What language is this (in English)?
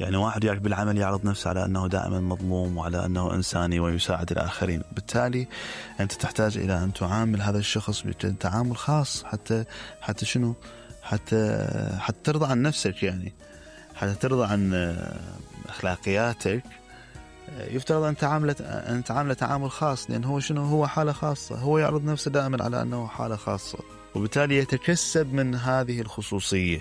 Mesopotamian Arabic